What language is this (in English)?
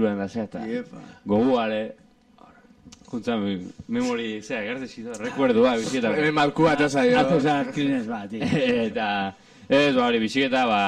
Basque